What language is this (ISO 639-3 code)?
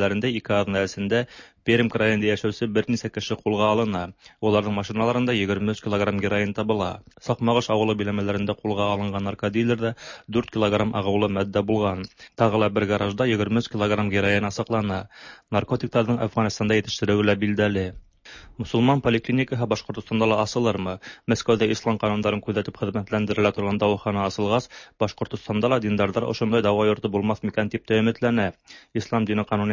tat